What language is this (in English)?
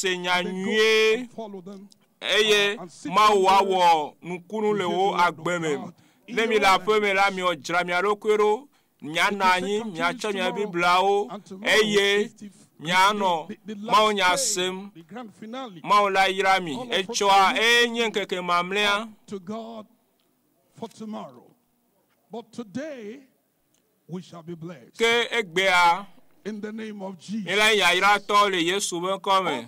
Ewe